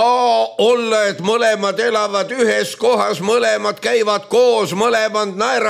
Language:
Estonian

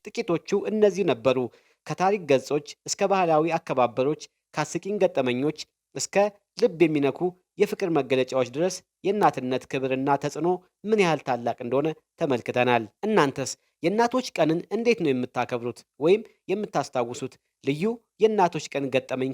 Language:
Amharic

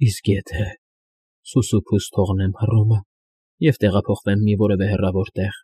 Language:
Armenian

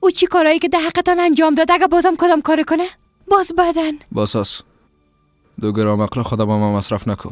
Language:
Persian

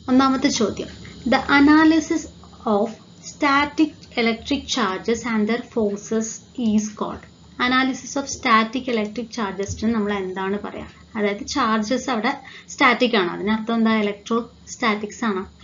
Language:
Malayalam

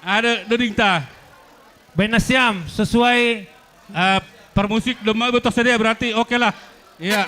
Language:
Batak Simalungun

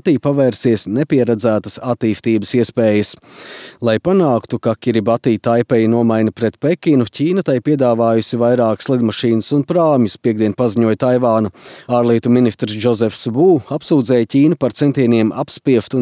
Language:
Latvian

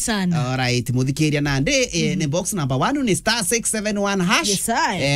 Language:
Meru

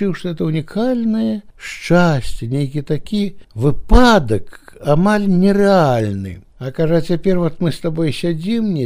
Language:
Belarusian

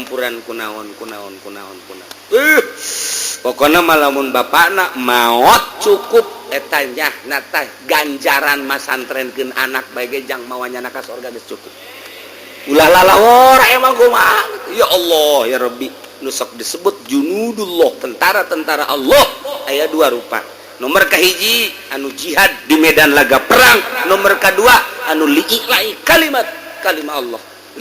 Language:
Sundanese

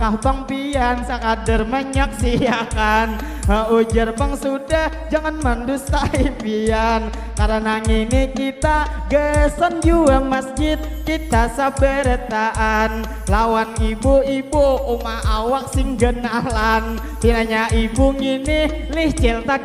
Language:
Banjar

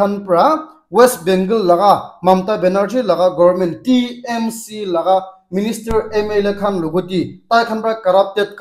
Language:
Naga Pidgin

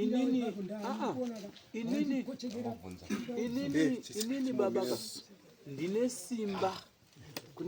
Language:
Shona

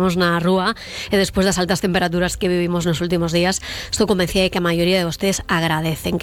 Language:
Galician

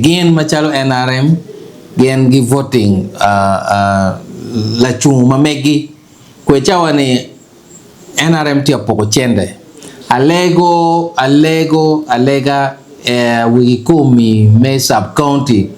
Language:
Acoli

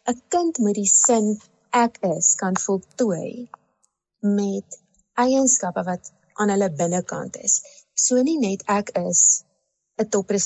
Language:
Afrikaans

